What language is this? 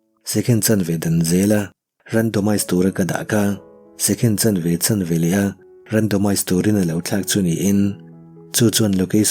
Mizo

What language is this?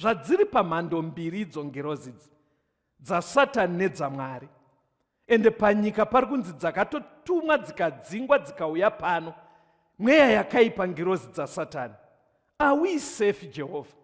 Shona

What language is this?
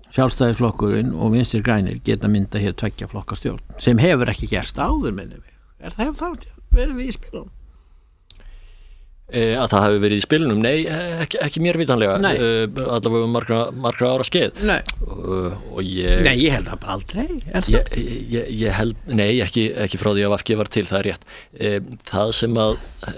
Icelandic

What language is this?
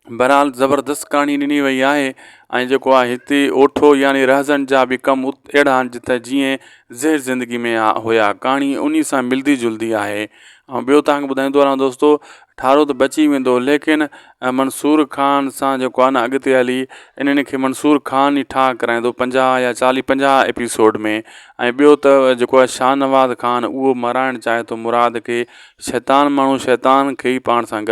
Sindhi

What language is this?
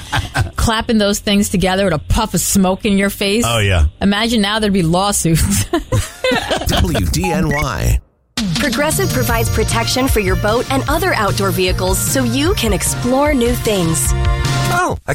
English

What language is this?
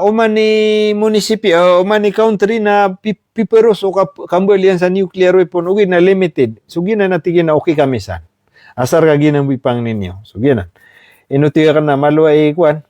Maranao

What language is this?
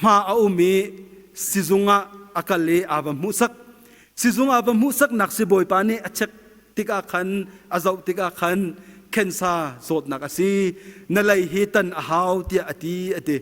Hakha Chin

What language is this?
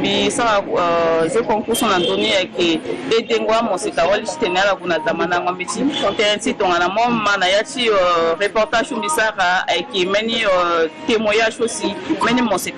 Sango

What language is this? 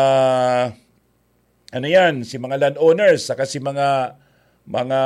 Bikol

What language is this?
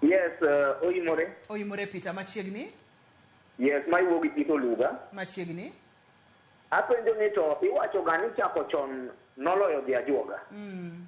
Luo (Kenya and Tanzania)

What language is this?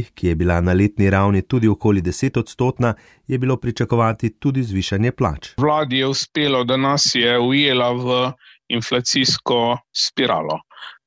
Slovenian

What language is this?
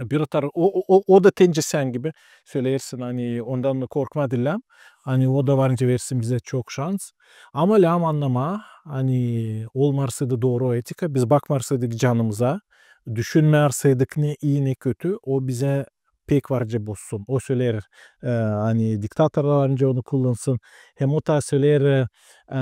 Gagauz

